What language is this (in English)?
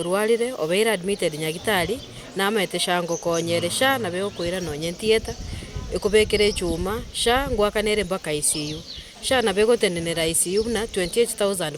Gusii